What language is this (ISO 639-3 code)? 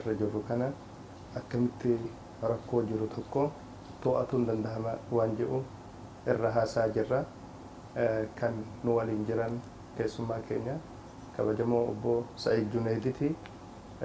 orm